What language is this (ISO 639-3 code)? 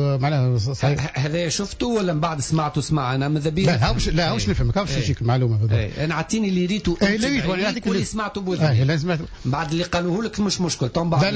aeb